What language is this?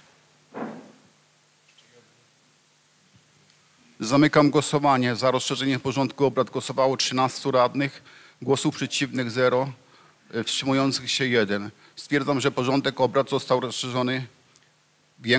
Polish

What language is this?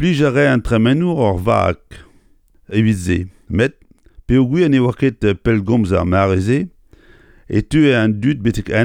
Breton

